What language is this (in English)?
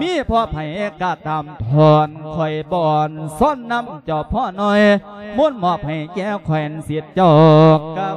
Lao